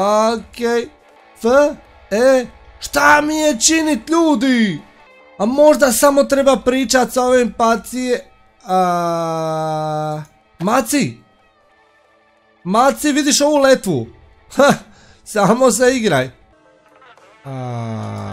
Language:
Croatian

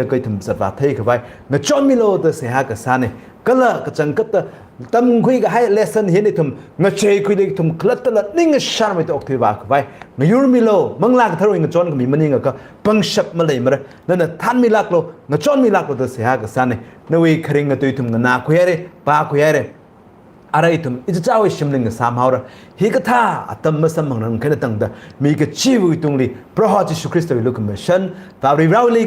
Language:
Tangkhul Naga (India)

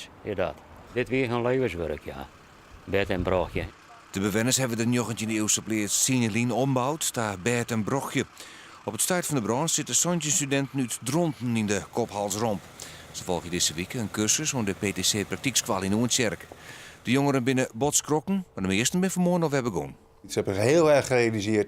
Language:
Western Frisian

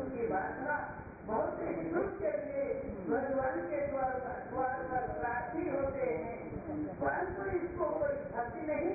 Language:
Hindi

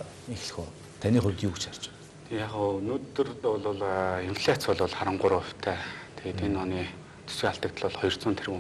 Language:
Mongolian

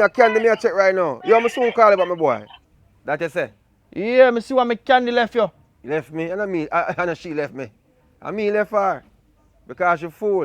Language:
Jamaican Creole English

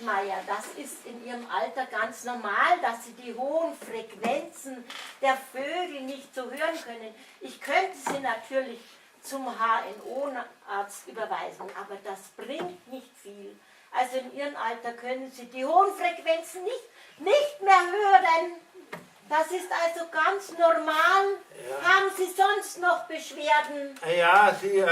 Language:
Bavarian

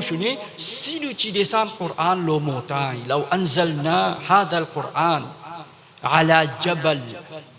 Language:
Morisyen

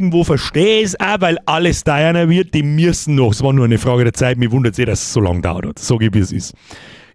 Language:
Bavarian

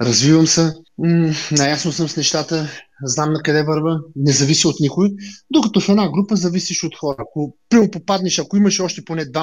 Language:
Bulgarian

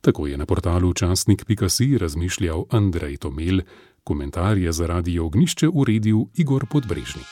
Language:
Slovenian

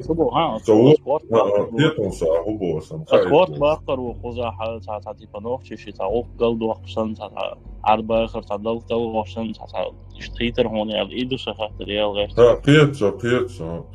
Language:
Chechen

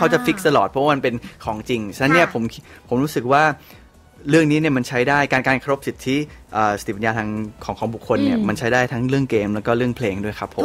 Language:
Thai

